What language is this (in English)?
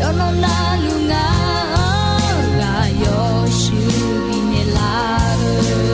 Akha